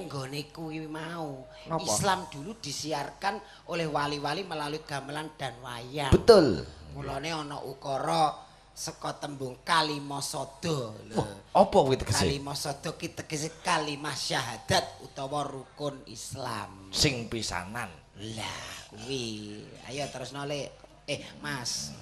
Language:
Javanese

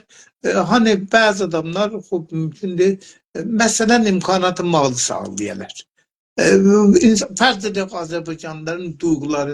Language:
South Azerbaijani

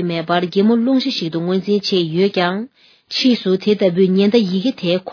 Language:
Tibetan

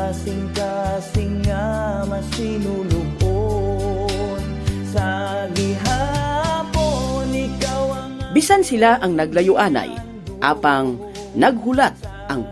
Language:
Hiligaynon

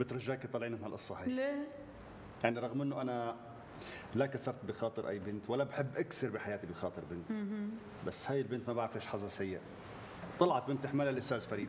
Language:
North Levantine Arabic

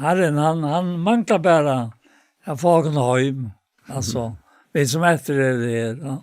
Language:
Faroese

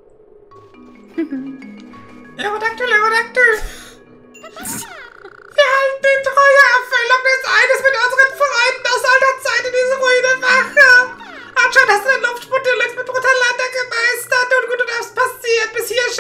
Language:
German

